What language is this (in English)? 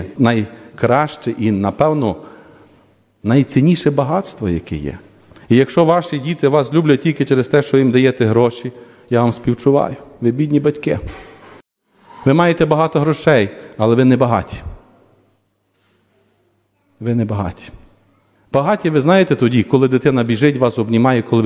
Ukrainian